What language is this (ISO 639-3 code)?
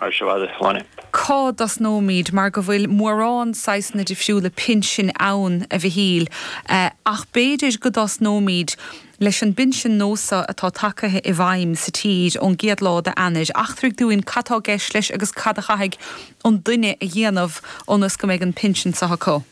gle